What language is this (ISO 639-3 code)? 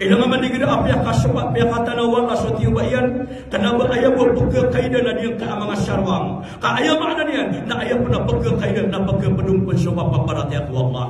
mrw